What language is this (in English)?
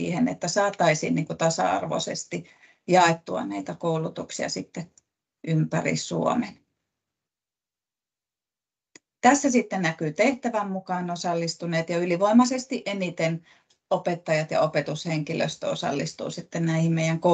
Finnish